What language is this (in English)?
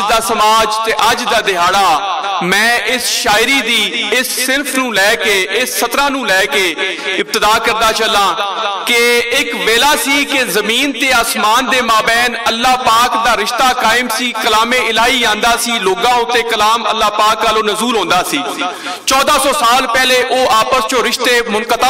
Western Panjabi